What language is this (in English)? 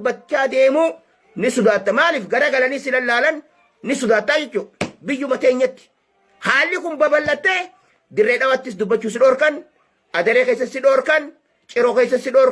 Oromo